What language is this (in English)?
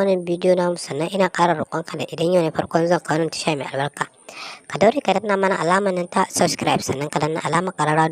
Hausa